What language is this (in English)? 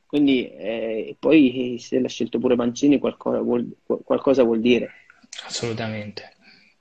Italian